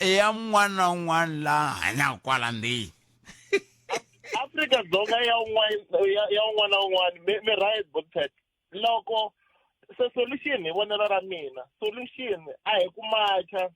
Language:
Tsonga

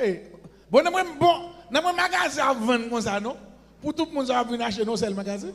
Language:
Haitian Creole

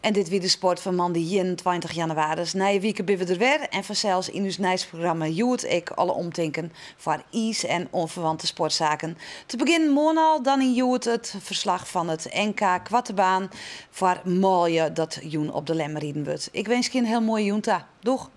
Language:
Western Frisian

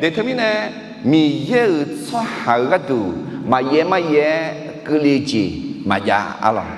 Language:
Akha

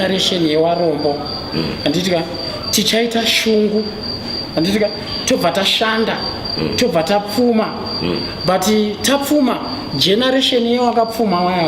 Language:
Shona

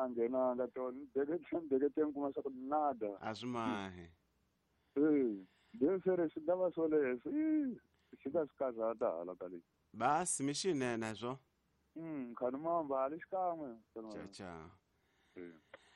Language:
Tsonga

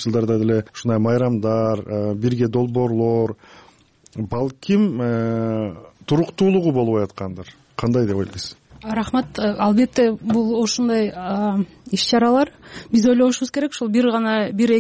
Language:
Kyrgyz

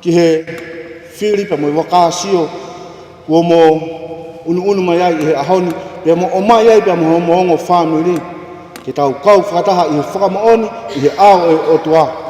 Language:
Tongan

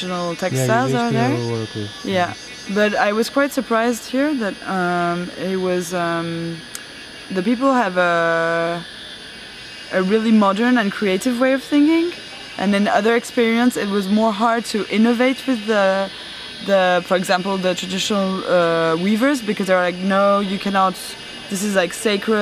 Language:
English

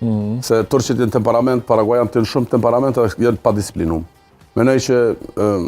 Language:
Albanian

